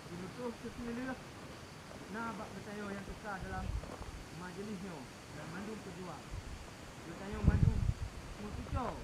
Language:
Achinese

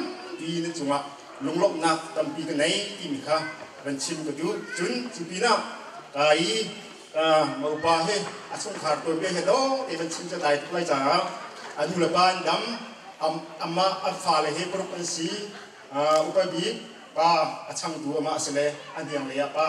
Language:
Hakha Chin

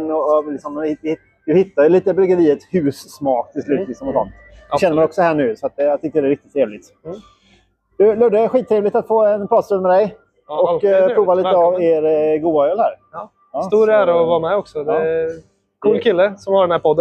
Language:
Swedish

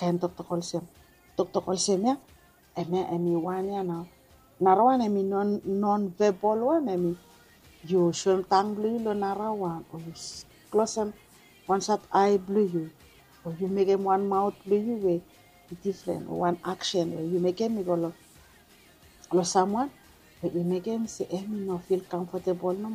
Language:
Bislama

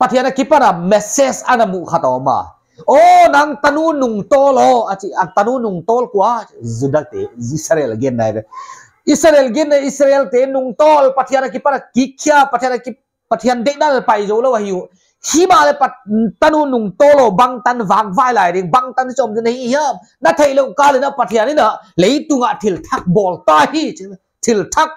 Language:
Paite Chin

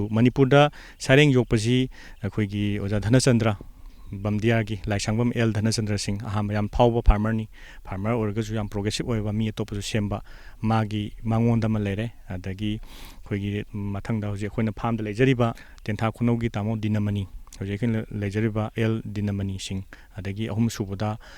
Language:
Manipuri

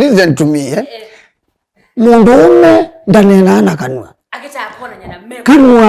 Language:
Kamba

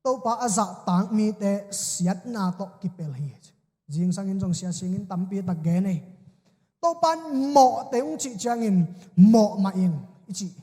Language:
Tedim Chin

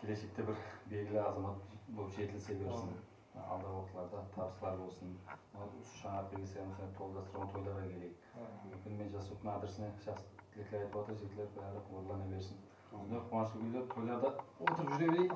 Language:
Kara-Kalpak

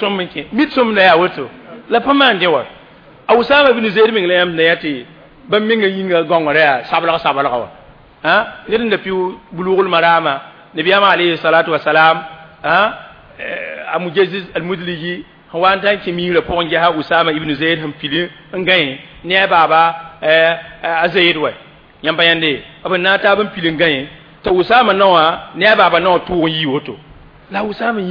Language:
Mossi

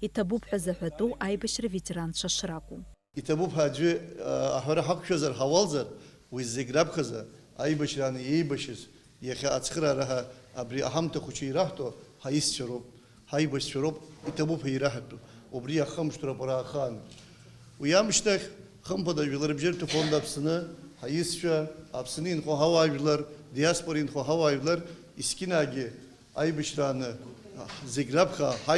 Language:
Abkhazian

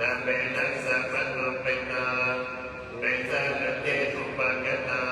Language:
Pali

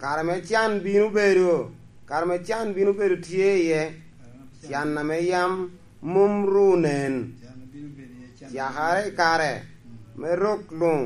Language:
Lango (Uganda)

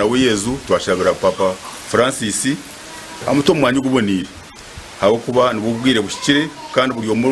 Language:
Nyankole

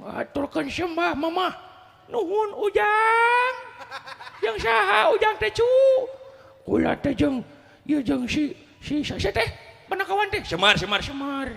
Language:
Sundanese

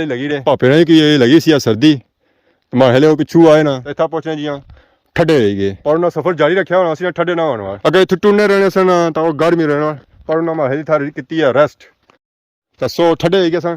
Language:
Pahari-Potwari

